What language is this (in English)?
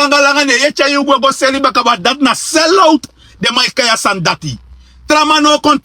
Sranan Tongo